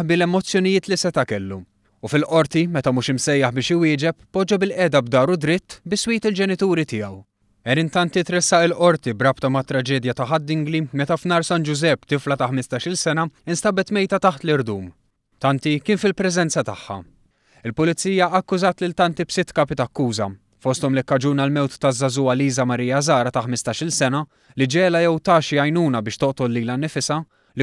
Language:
Maltese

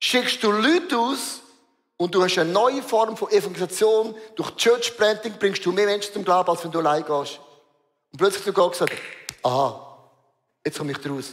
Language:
Swiss German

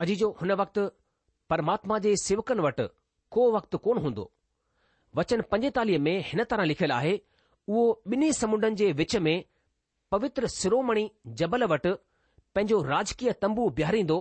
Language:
Sindhi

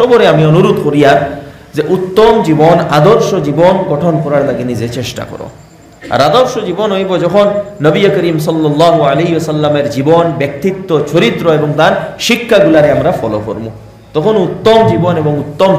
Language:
Sylheti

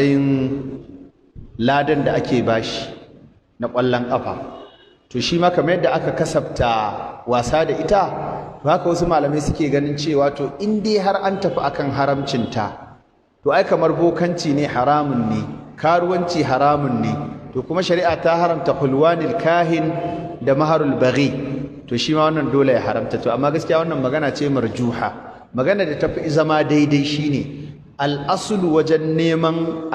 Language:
Hausa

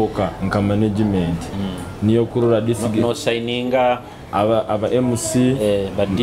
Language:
Nyoro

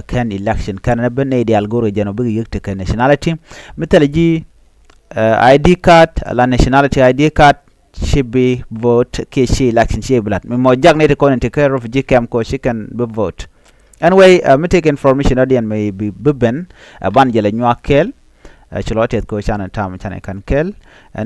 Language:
Nuer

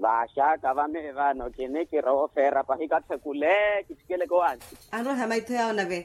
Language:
Makhuwa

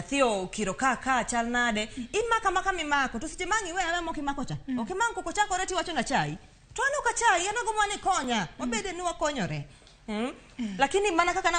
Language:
Luo (Kenya and Tanzania)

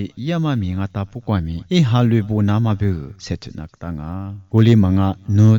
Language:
Lisu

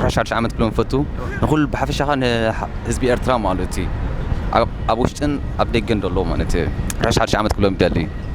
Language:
Tigrinya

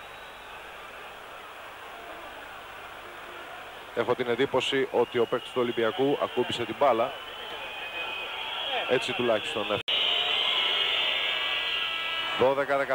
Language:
Greek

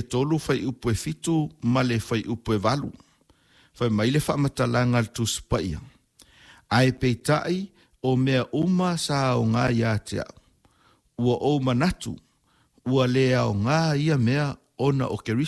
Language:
Samoan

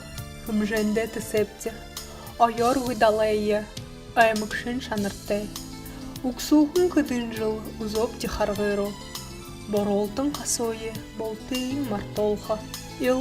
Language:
Buriat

